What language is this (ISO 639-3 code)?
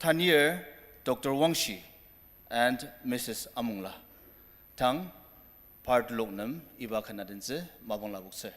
njo